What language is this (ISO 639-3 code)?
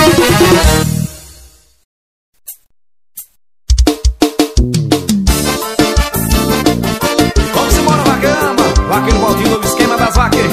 por